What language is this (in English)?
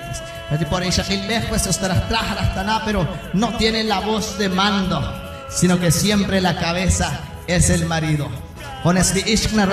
Kekchí